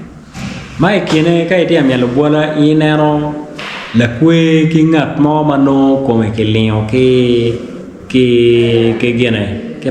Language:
Acoli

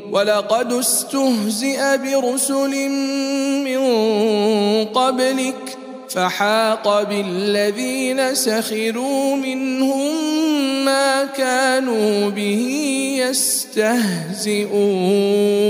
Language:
Arabic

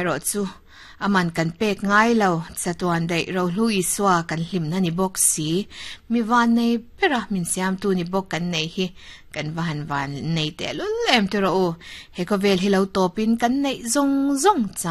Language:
Mizo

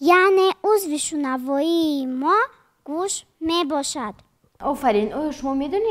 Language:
Tajik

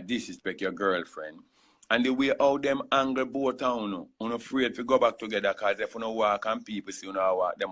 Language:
Jamaican Creole English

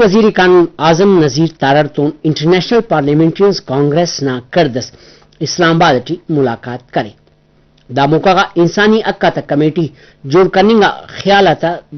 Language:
Brahui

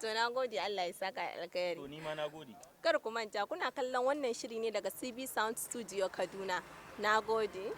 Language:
Hausa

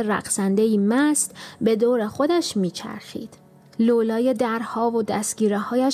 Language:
Persian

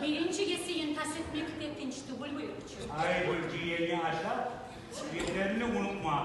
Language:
Kumyk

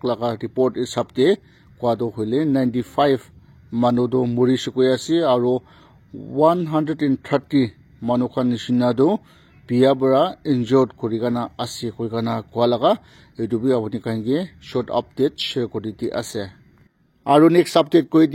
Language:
Naga Pidgin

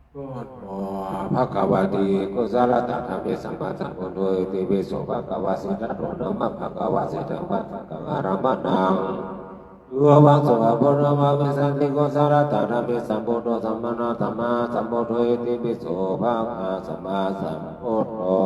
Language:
Pali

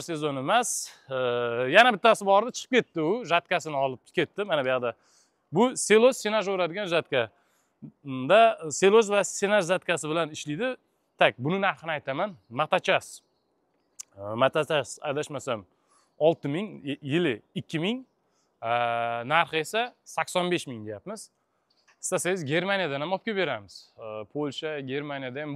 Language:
Uzbek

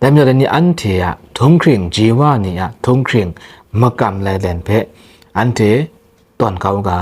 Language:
Kachin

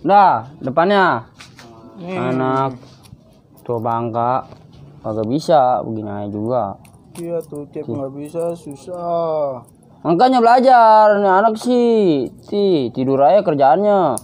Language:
Betawi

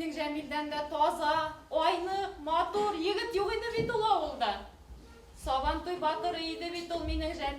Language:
Bashkir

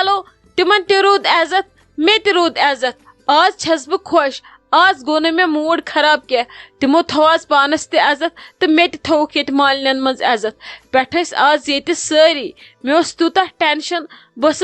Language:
Kashmiri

